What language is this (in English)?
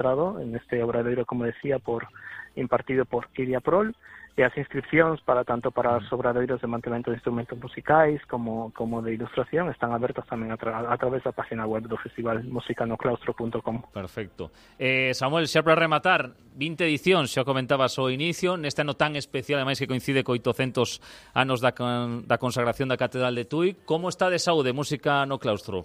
Galician